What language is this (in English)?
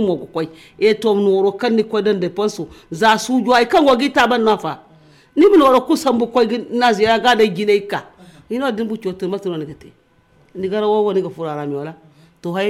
Zarma